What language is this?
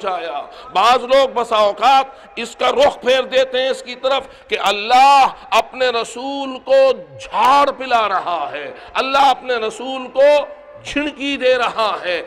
Urdu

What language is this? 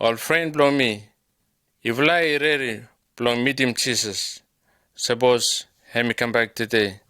Bislama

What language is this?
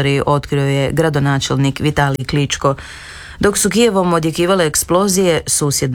Croatian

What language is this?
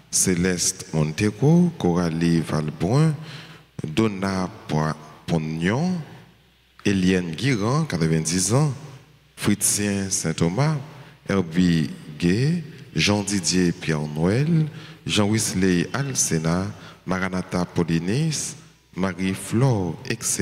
French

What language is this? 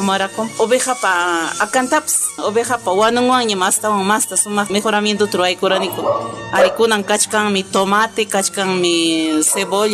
Ayacucho Quechua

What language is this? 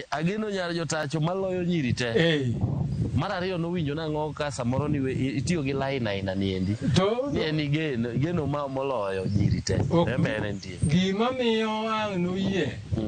Luo (Kenya and Tanzania)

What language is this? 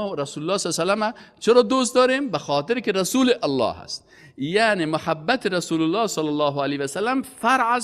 Persian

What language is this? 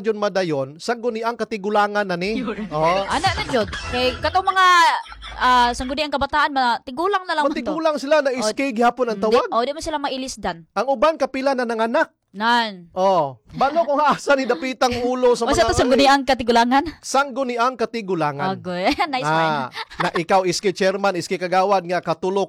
Cebuano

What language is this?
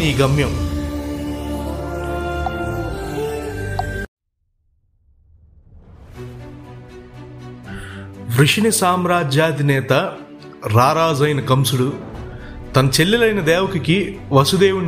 Telugu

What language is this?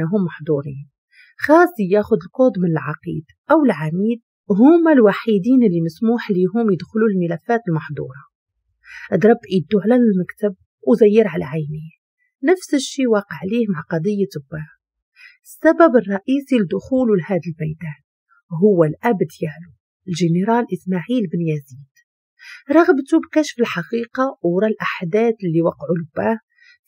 Moroccan Arabic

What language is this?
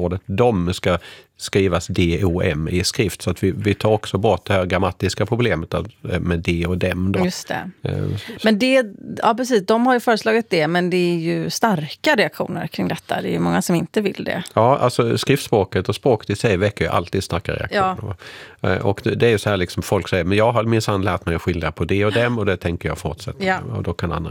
Swedish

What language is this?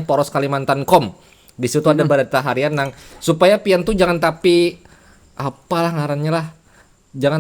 Banjar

